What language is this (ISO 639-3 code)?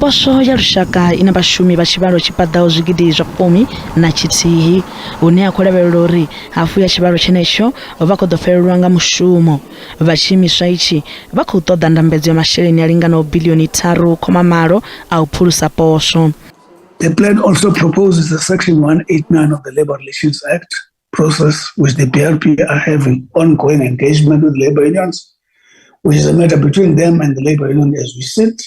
ven